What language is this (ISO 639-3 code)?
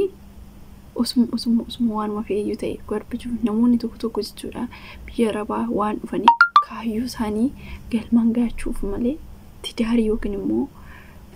orm